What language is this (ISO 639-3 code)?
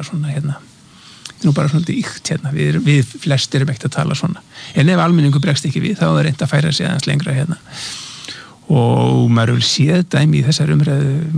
isl